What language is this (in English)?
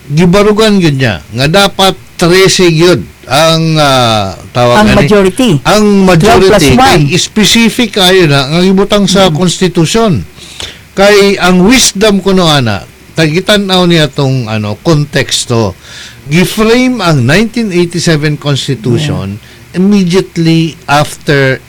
Cebuano